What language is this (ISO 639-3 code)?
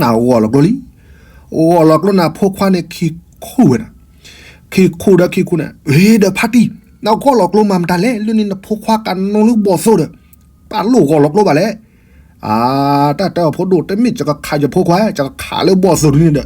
ksw